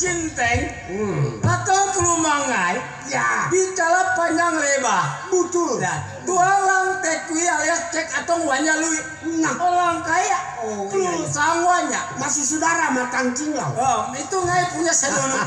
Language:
Betawi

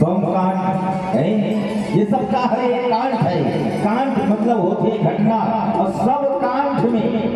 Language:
Chhattisgarhi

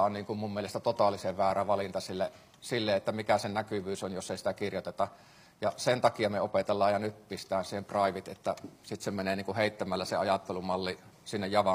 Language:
Finnish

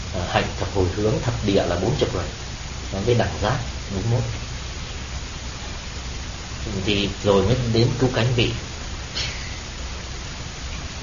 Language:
Vietnamese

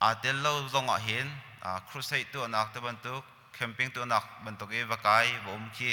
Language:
Hakha Chin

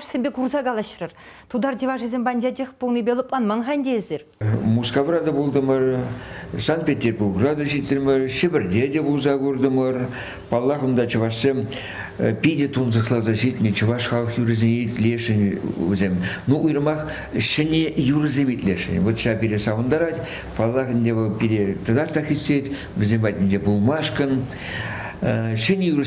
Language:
Chuvash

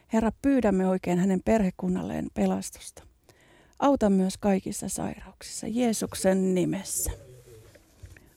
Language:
Finnish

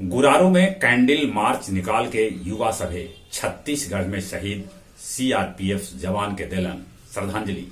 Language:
Magahi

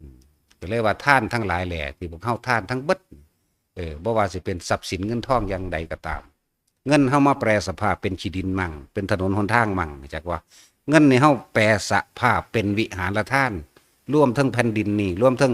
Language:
Northeastern Thai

